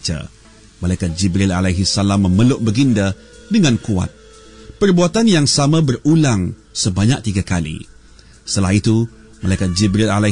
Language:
Malay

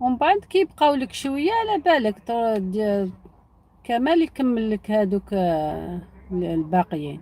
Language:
Algerian Arabic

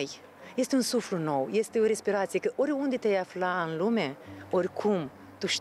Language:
Romanian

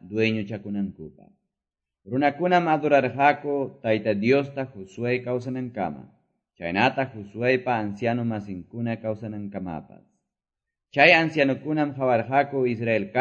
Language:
Quechua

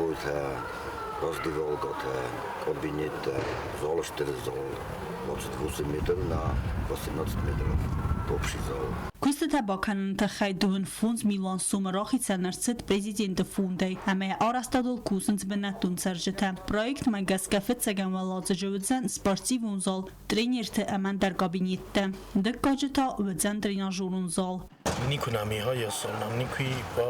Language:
Ossetic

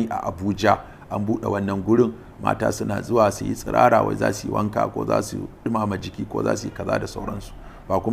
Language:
Hausa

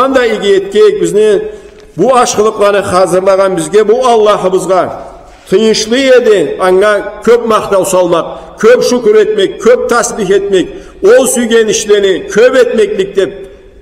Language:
Karachay-Balkar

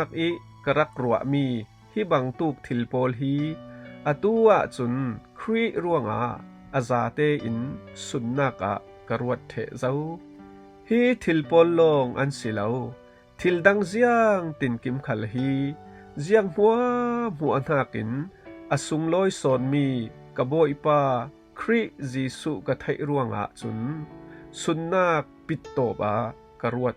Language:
Falam Chin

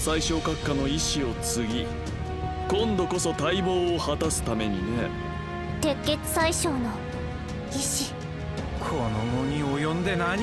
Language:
Japanese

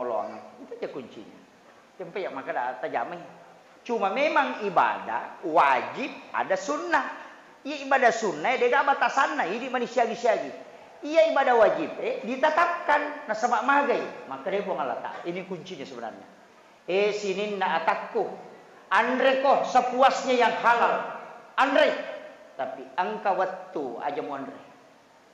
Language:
Buginese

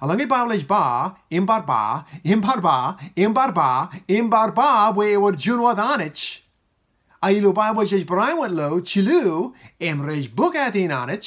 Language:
Marshallese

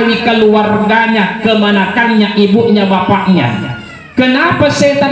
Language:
Buginese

